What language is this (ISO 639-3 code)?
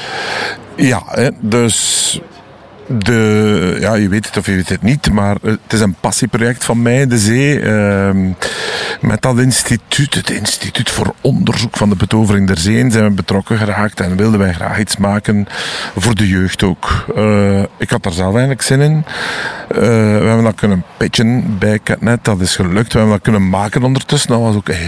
nld